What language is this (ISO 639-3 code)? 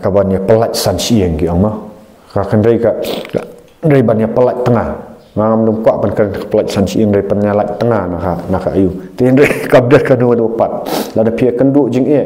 kha